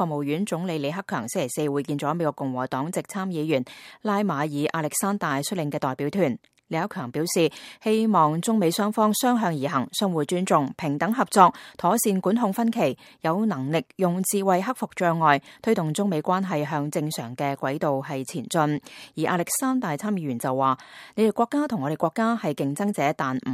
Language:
Cantonese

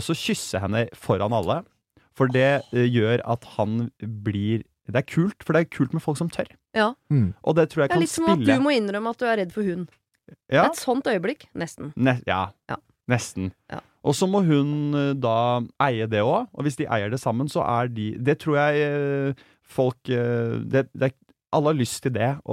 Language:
Norwegian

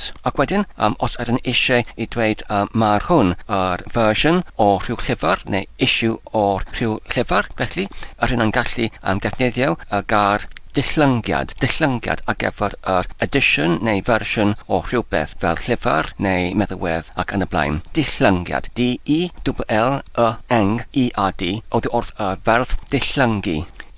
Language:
Welsh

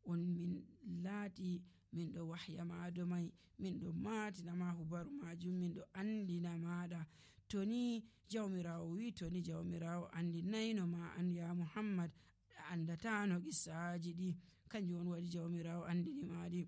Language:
Nigerian Fulfulde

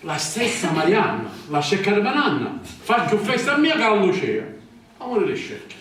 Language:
Sicilian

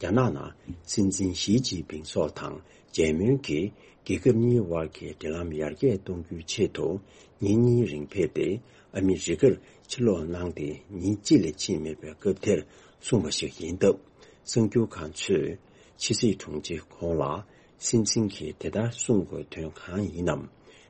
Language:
Tibetan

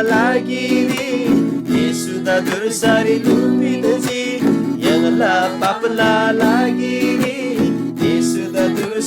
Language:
Eastern Tamang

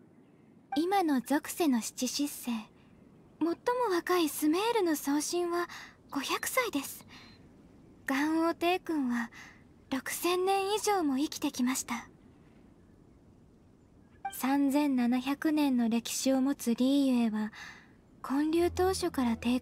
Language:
Japanese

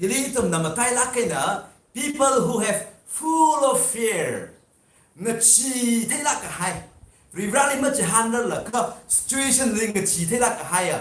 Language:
Tangkhul Naga (India)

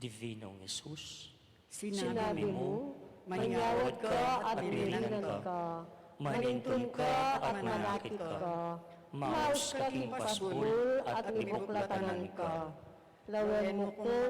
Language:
Pampanga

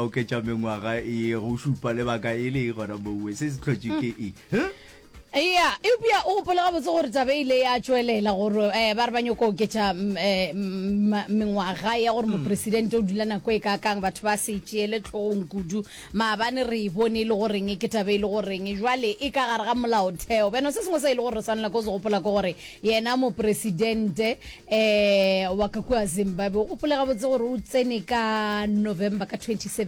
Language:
Northern Sotho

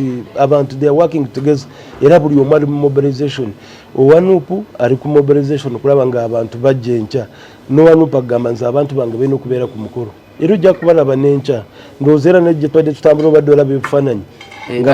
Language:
Ganda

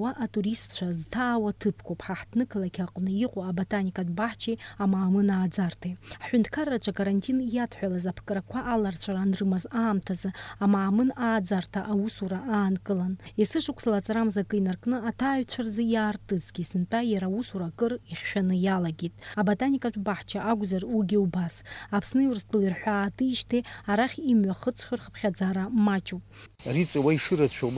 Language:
Abkhazian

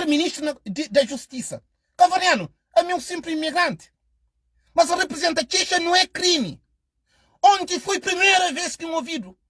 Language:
Kabuverdianu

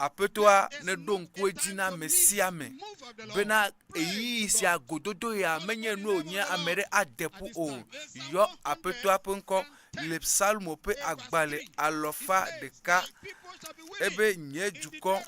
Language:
Ewe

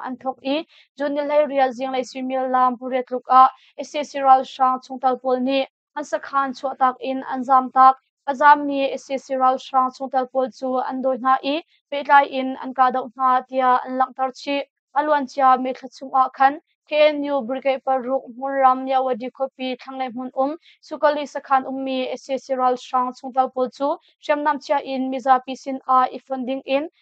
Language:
Hakha Chin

